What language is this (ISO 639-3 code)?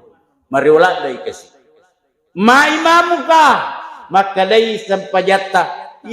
bug